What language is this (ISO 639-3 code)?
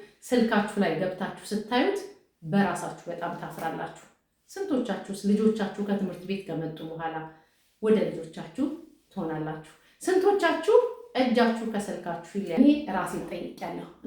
amh